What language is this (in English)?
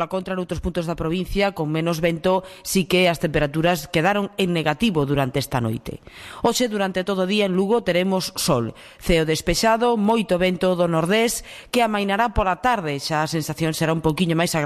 Galician